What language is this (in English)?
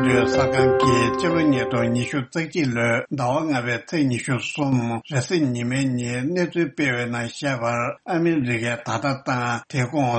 Tibetan